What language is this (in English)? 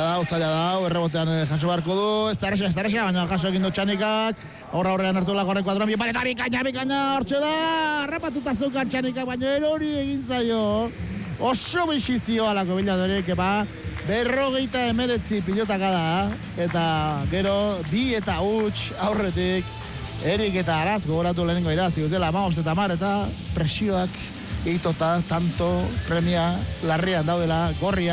Basque